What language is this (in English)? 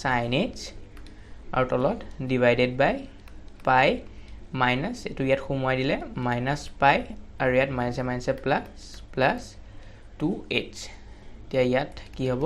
Assamese